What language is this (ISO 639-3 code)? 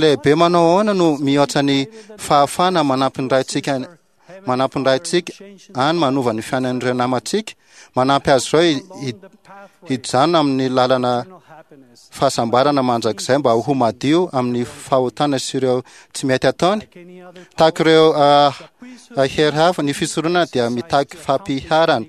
mlg